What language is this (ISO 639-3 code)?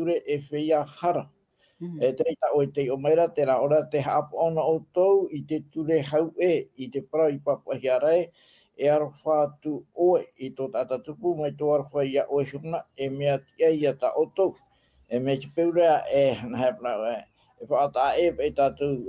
tah